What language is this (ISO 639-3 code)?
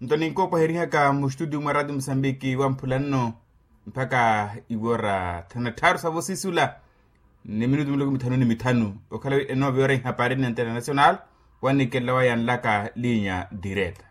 vmw